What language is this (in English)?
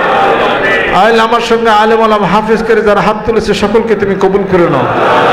Bangla